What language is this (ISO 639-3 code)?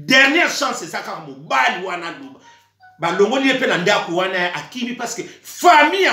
lin